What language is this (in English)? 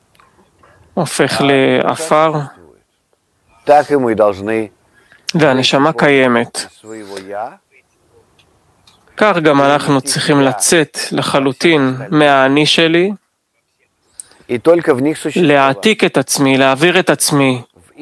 Hebrew